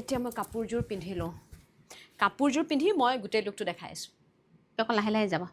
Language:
Assamese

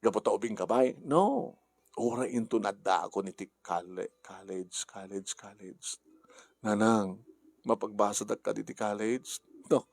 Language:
Iloko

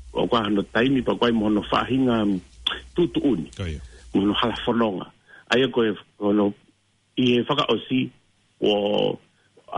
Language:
Tongan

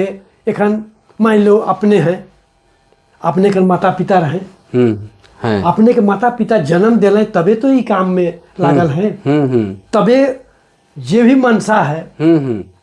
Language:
Sadri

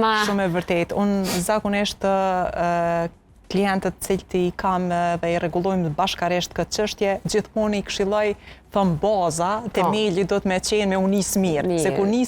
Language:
Albanian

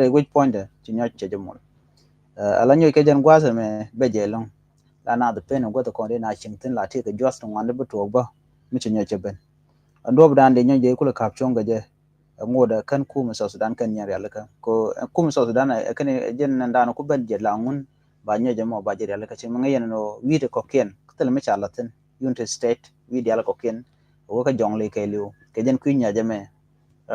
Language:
Nuer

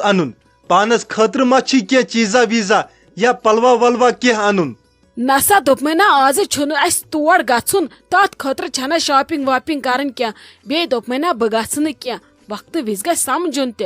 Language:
Kashmiri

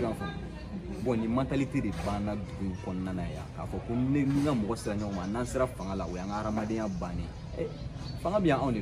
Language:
Bambara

